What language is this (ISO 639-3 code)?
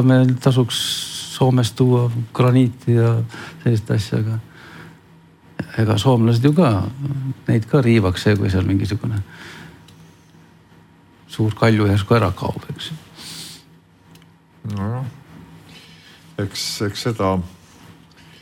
est